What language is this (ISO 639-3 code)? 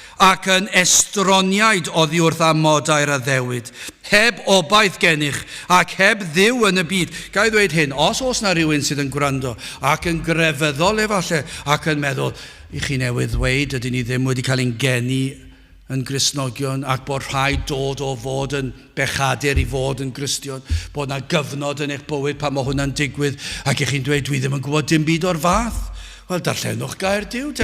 cym